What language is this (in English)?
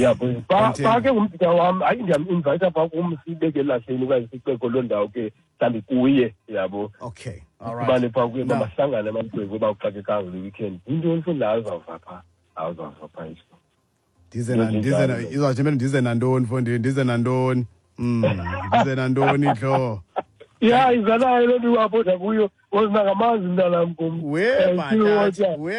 Xhosa